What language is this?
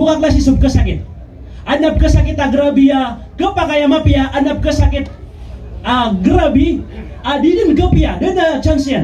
Maranao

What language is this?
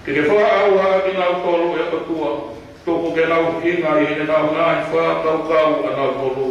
Tongan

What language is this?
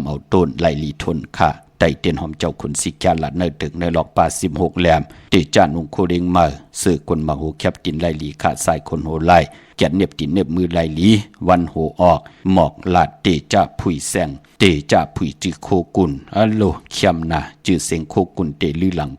Shan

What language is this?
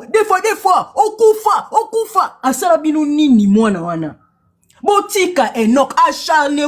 Lingala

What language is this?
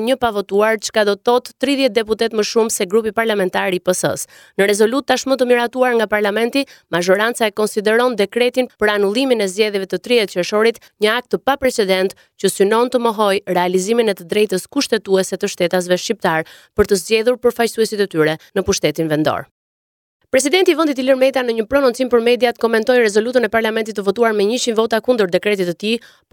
Albanian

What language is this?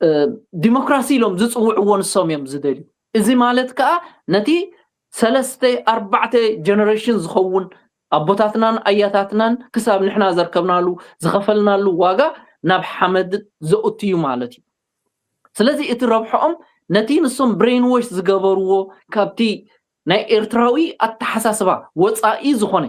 Tigrinya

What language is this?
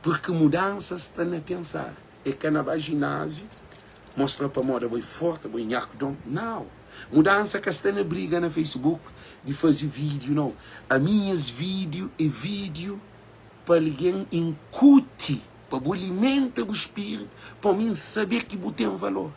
Kabuverdianu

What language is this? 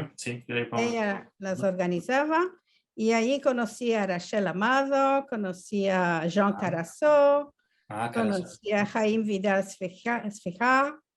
Ladino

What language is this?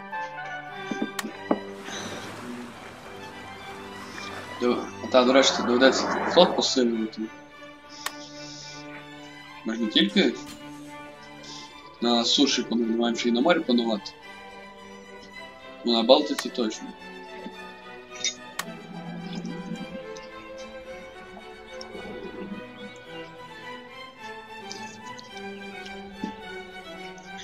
Ukrainian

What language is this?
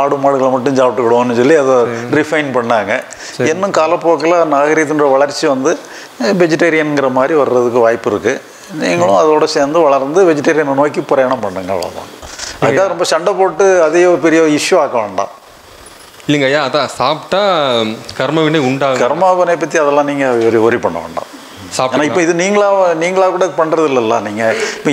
Tamil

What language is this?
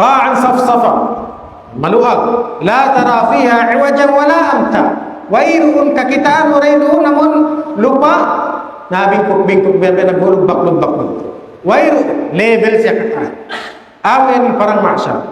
Tausug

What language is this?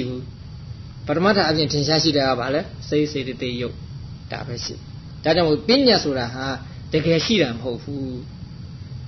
Burmese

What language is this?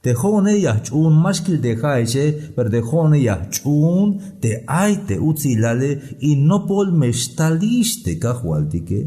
Tzeltal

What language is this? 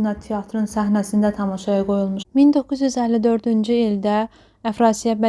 Azerbaijani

